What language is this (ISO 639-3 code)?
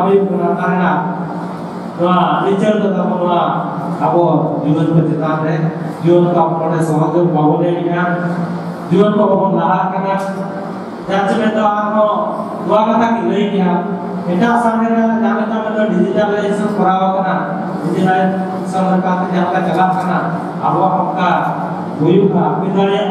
sat